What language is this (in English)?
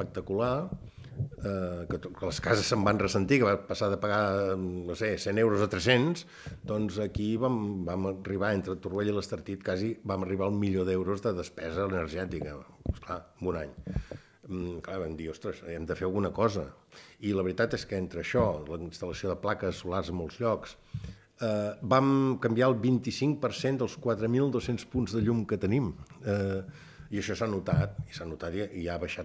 Catalan